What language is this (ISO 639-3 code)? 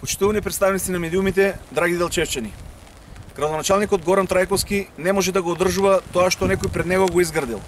mkd